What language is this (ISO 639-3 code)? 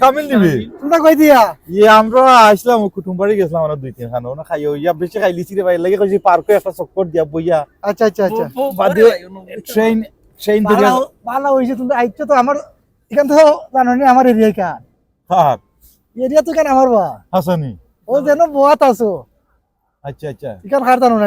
syl